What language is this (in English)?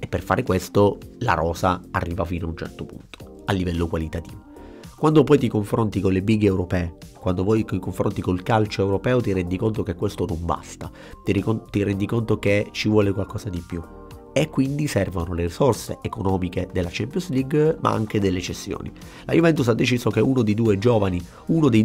Italian